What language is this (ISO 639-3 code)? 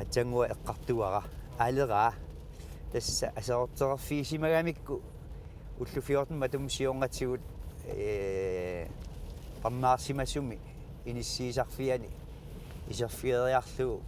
kal